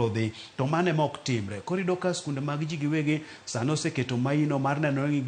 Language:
Luo (Kenya and Tanzania)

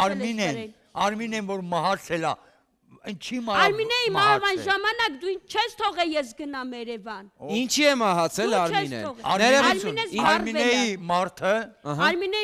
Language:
Armenian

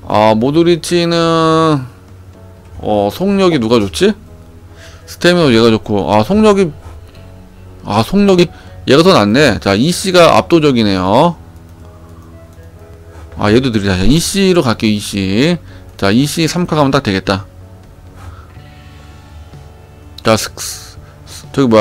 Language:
Korean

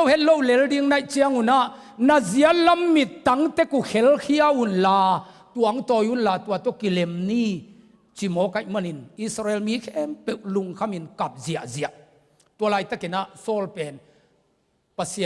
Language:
Tedim Chin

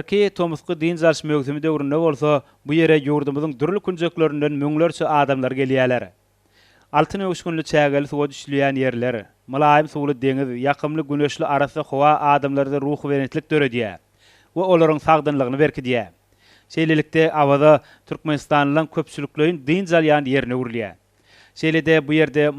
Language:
Turkmen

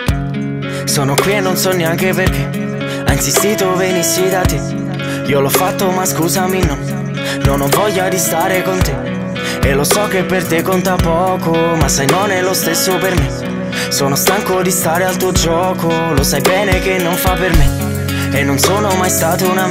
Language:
Italian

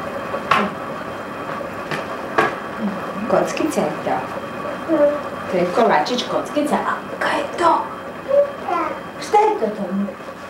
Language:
Croatian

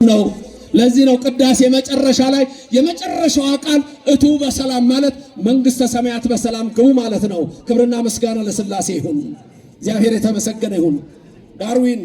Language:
Amharic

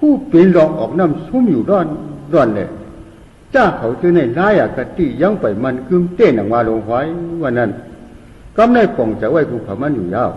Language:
Shan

